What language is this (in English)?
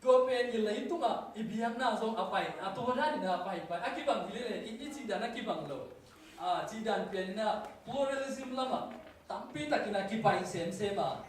Tedim Chin